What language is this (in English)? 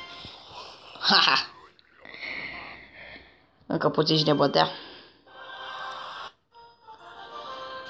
Romanian